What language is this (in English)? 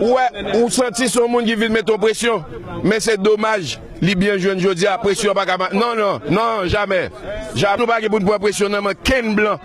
Haitian Creole